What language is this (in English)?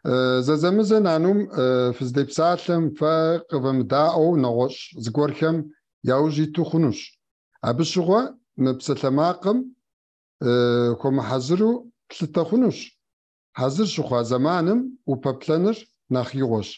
Kabardian